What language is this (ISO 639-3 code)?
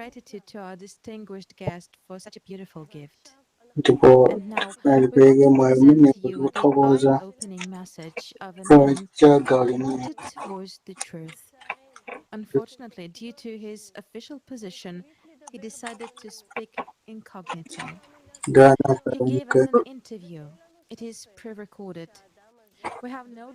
nya